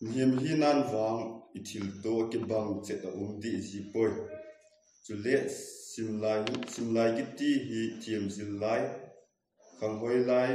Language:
Thado Chin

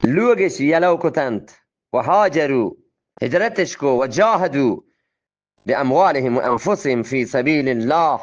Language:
Eastern Balochi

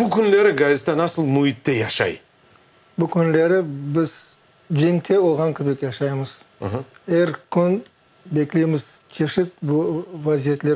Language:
Crimean Tatar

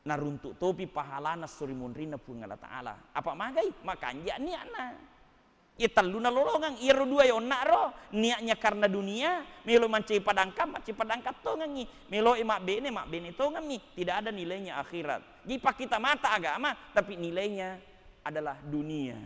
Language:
Buginese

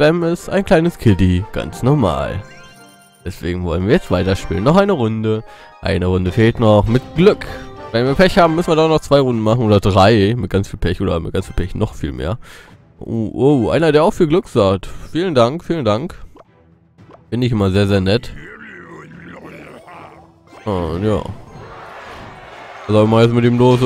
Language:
German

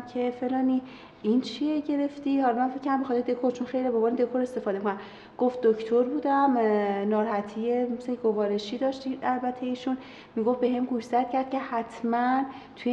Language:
Persian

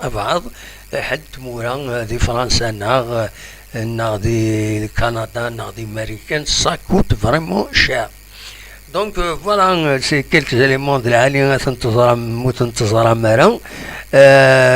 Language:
Kabyle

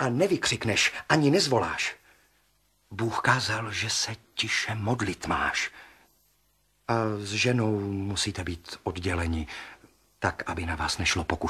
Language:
Czech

